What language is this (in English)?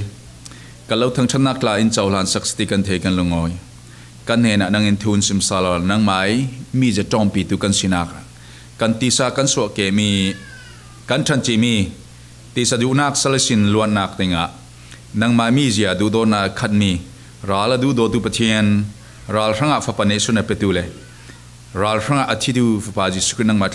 Falam Chin